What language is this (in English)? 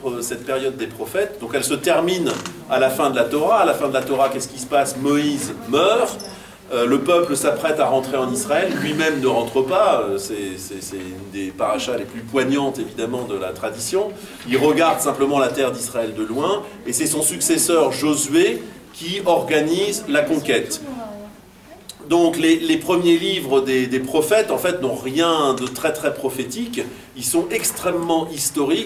French